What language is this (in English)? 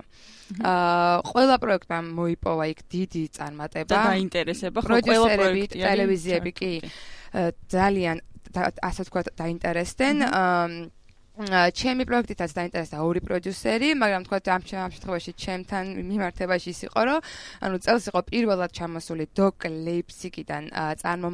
Georgian